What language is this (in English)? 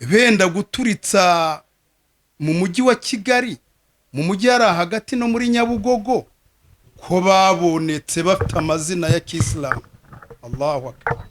Kinyarwanda